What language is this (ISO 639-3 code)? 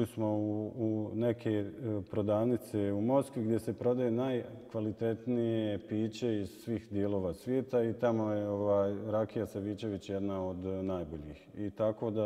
bos